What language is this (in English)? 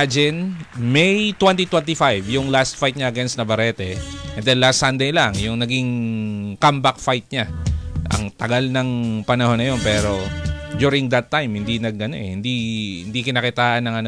Filipino